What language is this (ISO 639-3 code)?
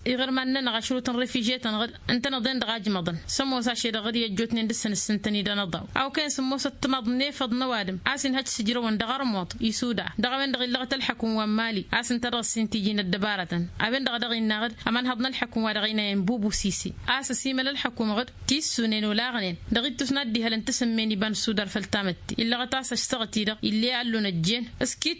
taq